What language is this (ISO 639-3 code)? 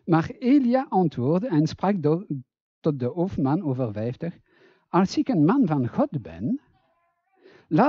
nld